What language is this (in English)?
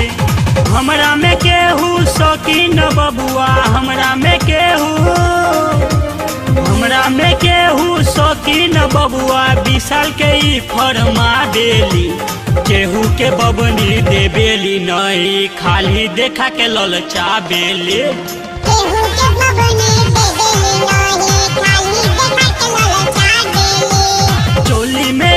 Bhojpuri